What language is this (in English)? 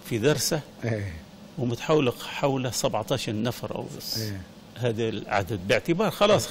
Libyan Arabic